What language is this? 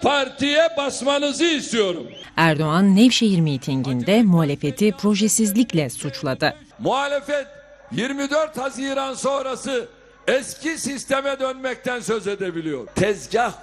Turkish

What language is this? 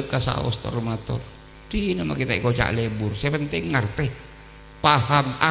Madurese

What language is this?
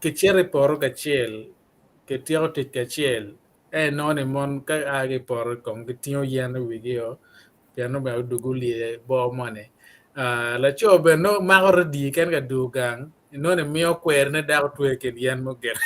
Acoli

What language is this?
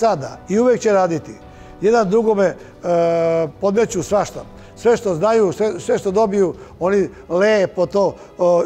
Serbian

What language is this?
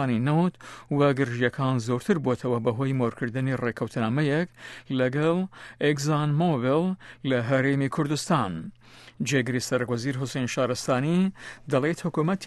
Central Kurdish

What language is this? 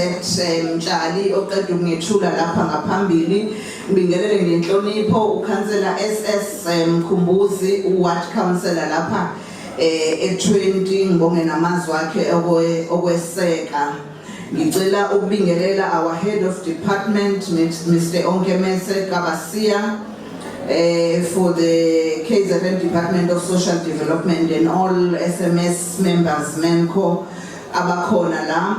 Zulu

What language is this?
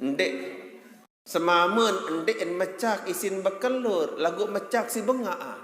Sasak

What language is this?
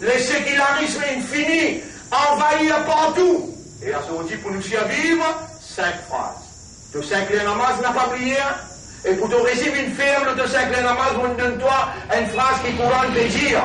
Morisyen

